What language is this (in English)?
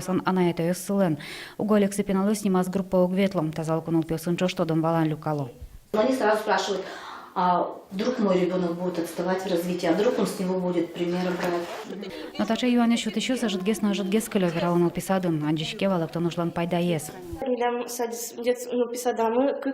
Udmurt